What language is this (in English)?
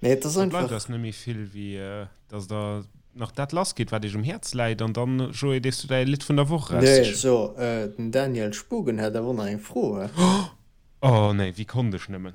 Luxembourgish